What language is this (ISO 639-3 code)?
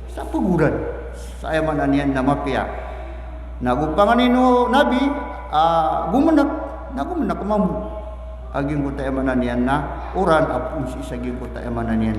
mrw